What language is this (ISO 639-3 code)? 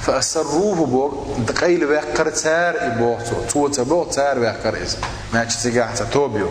che